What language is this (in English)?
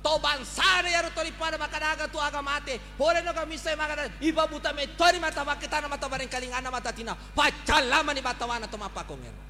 Buginese